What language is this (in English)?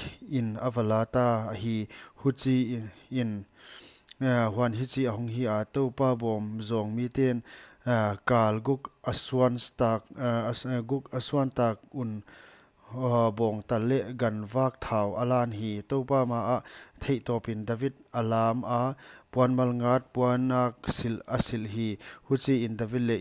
Paite Chin